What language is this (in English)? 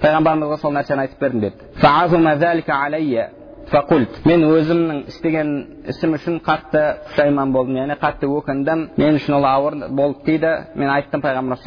Kazakh